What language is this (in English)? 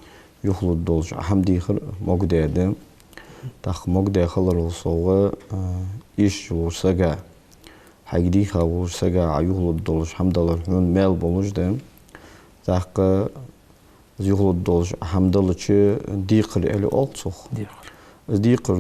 Ingush